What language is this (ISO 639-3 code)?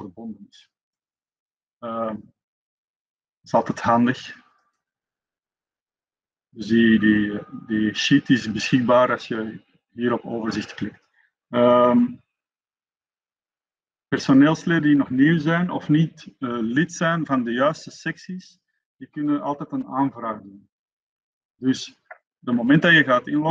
nld